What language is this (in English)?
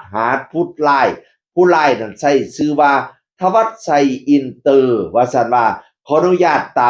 Northeastern Thai